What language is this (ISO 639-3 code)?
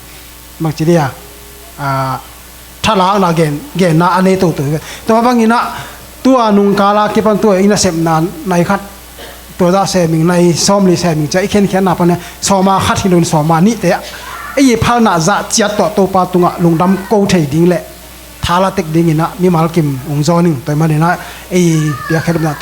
ctd